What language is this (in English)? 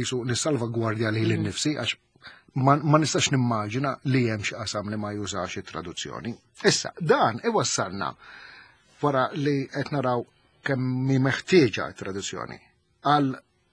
Maltese